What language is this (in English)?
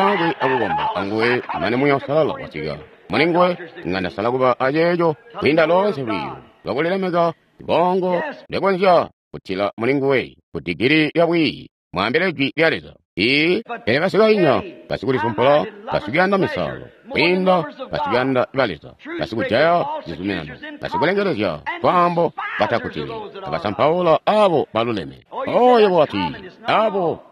Tonga (Zambia)